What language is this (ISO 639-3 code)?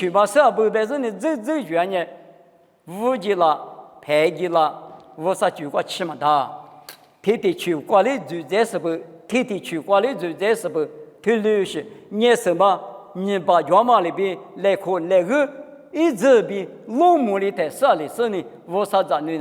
lis